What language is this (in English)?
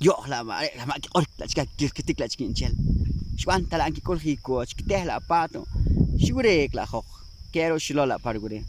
Poqomchi'